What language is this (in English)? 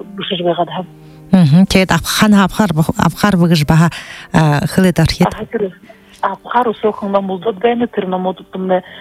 Buriat